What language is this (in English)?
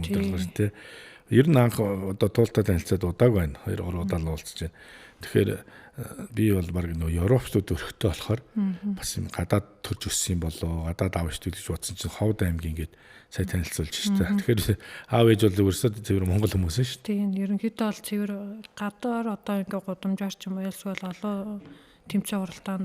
Mongolian